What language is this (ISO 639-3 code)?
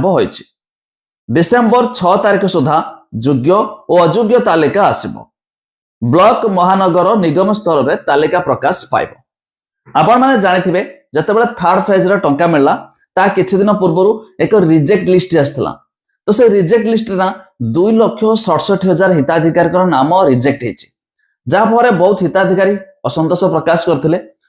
ori